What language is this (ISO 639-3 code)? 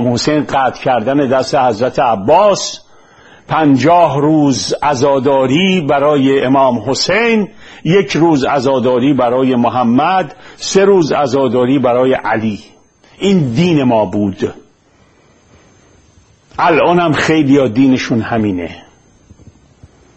fas